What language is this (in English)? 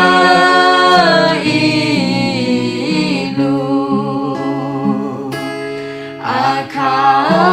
Akha